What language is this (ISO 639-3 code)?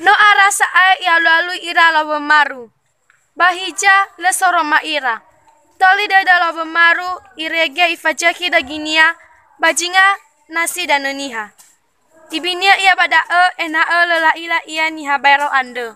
nia